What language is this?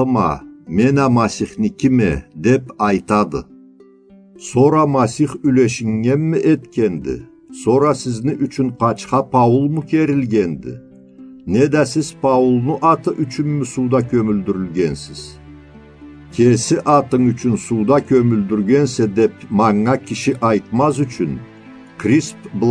Karachay-Balkar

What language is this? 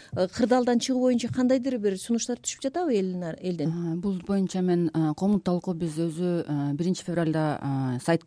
Kyrgyz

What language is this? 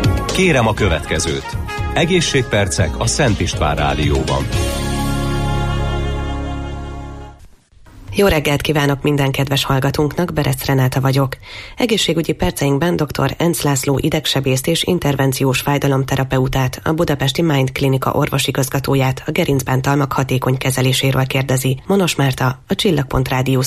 Hungarian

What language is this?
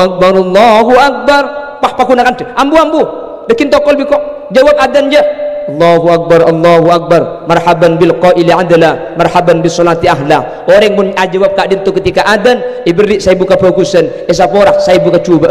Madurese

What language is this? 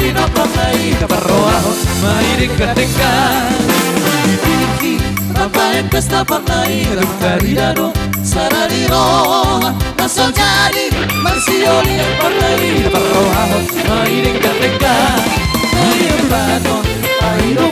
Batak Toba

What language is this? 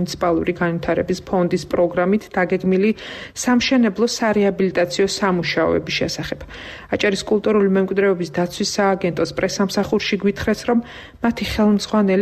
Georgian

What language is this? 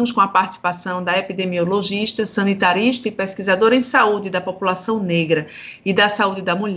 Portuguese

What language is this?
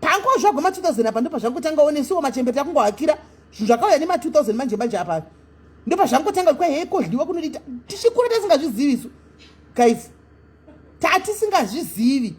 Shona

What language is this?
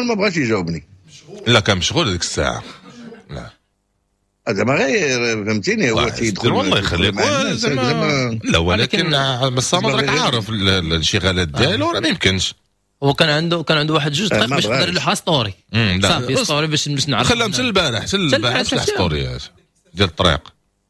Moroccan Arabic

